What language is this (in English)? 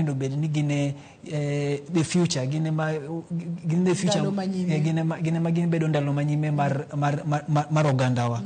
Luo (Kenya and Tanzania)